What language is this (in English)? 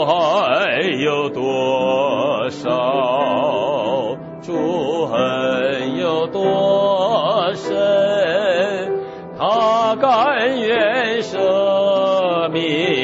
Chinese